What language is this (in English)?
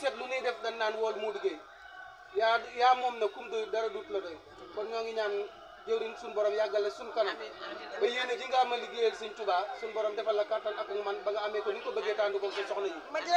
Wolof